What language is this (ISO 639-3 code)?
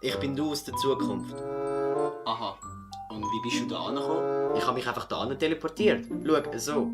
gsw